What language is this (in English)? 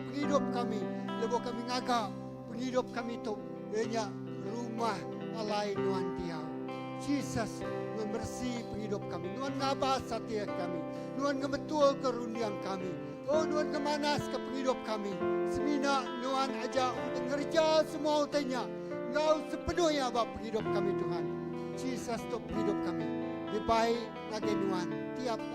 Iban